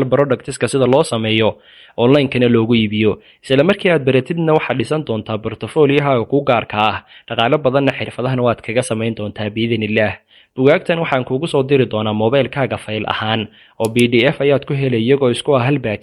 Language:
Somali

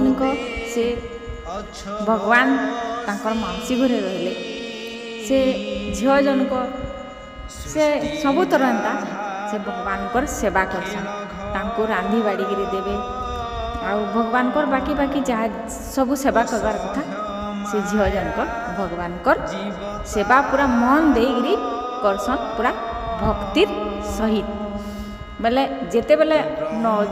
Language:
Sambalpuri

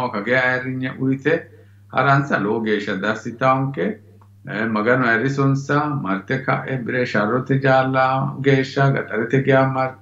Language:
Sidamo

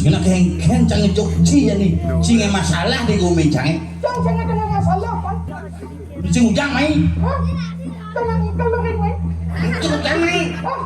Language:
Balinese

